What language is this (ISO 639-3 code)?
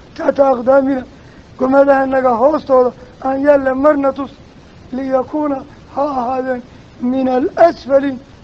som